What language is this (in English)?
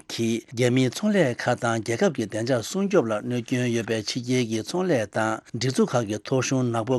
Tibetan